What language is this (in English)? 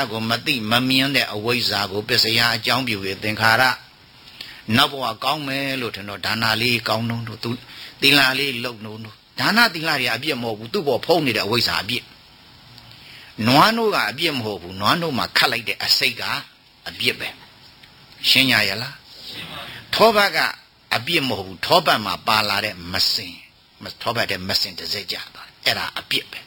Burmese